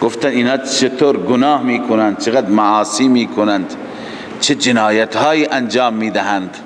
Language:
Persian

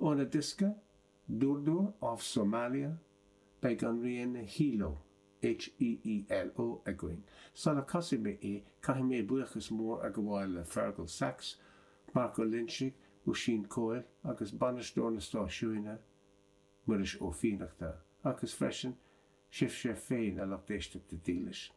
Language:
Irish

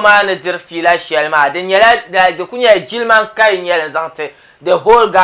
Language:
Dagbani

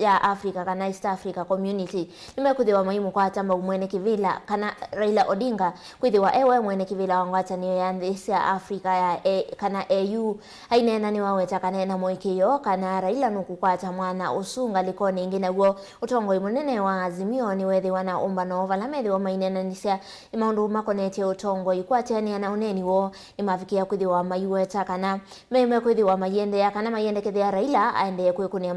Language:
Kamba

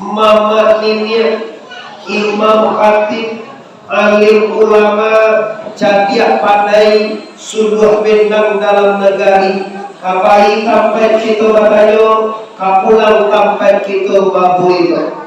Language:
Minangkabau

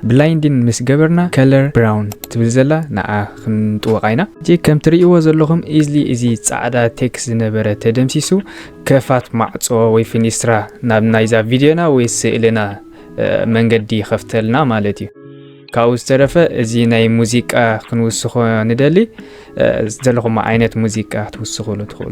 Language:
Tigrinya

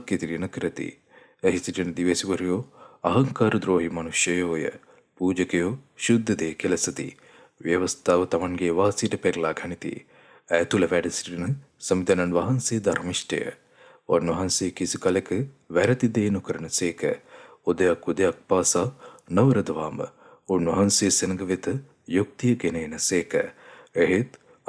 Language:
Sinhala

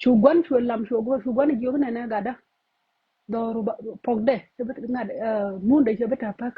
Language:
Nuer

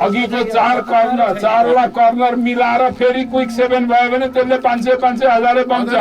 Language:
Nepali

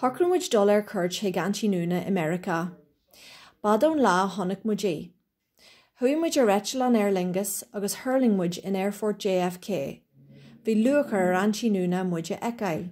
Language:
Irish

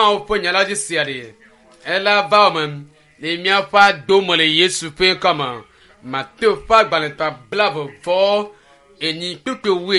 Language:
Ewe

